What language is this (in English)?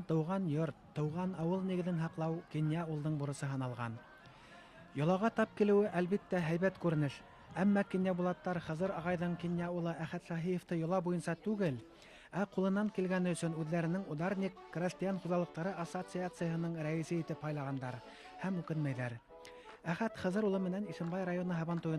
Bashkir